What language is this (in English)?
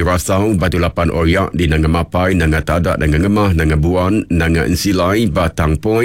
Iban